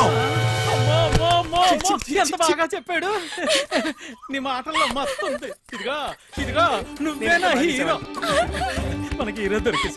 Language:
Telugu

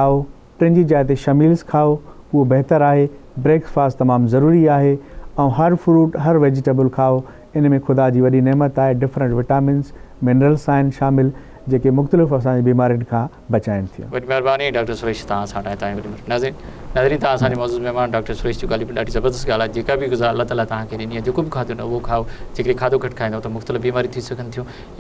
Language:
Sindhi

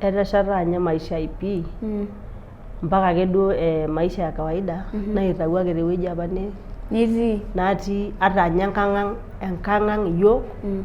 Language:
Masai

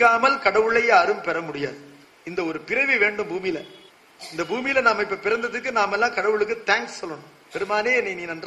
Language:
Tamil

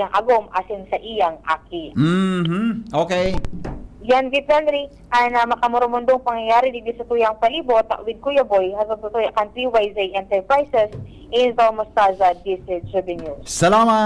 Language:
Bikol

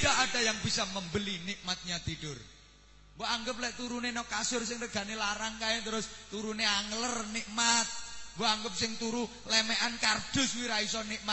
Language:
Javanese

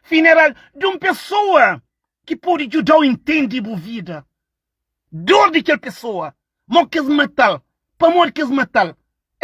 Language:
Kabuverdianu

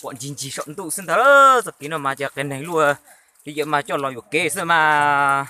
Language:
Hmong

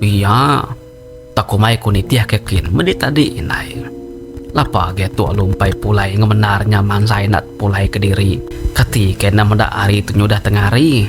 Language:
Iban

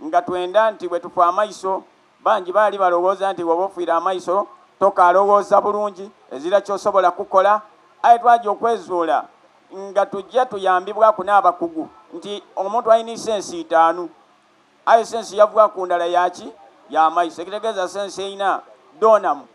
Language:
Soga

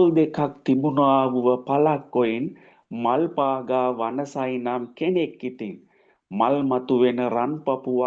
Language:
Sinhala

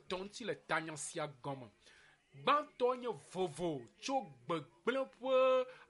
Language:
Ewe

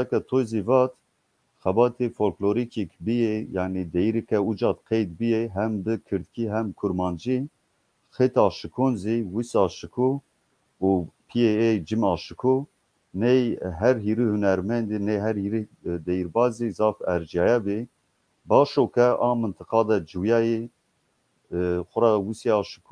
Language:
Zaza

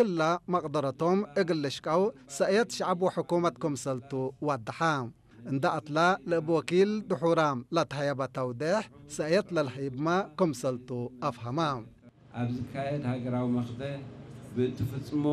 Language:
Tigrinya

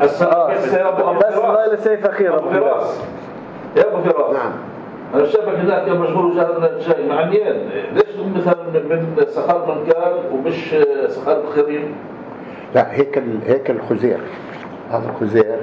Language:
North Levantine Arabic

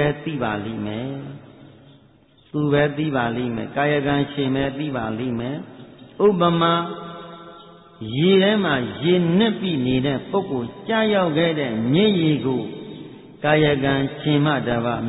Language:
Burmese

